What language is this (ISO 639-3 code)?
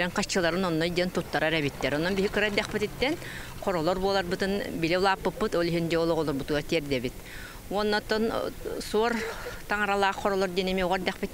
sah